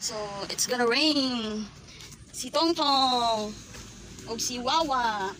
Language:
Cebuano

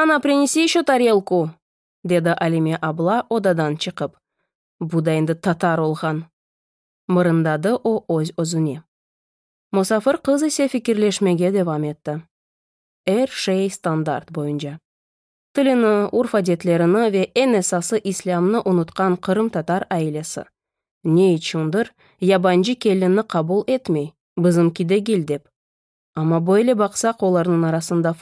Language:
Crimean Tatar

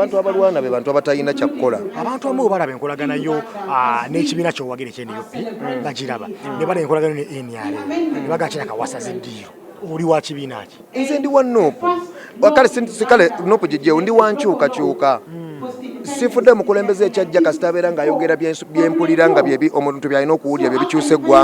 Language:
Ganda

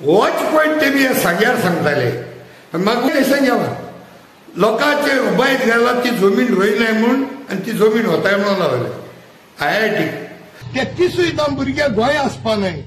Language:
Konkani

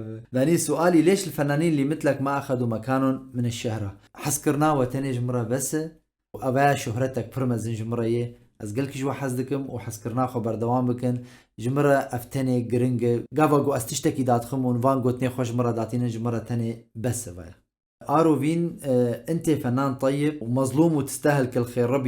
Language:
Kurdish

